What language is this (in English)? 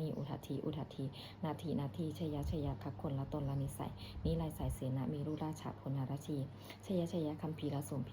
Pali